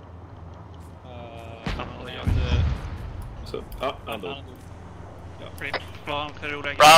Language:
Swedish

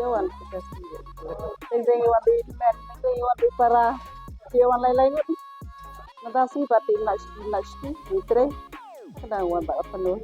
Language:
Khasi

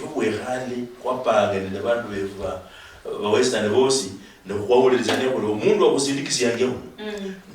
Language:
Luyia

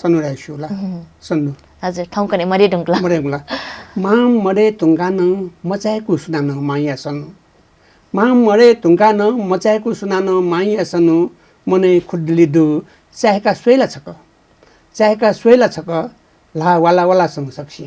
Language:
Newari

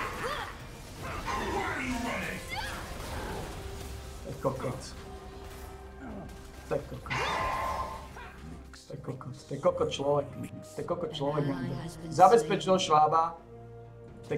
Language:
Slovak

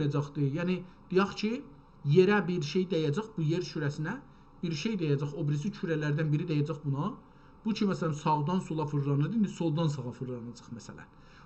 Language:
South Azerbaijani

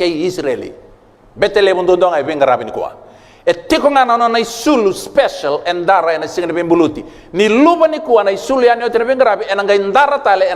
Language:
Fijian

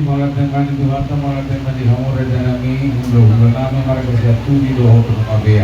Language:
Batak Toba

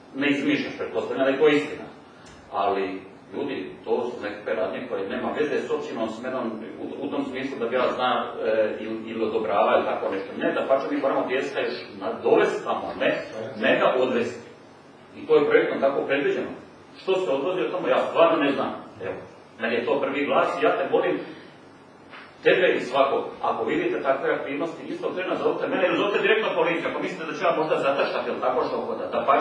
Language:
Croatian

